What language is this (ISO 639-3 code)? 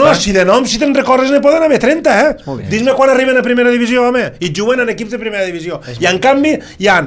cat